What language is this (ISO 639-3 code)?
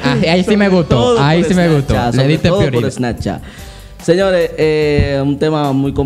spa